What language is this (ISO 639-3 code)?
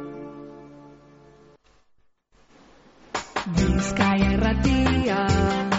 eus